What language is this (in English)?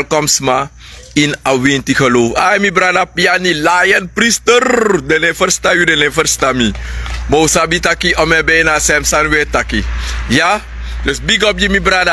Sranan Tongo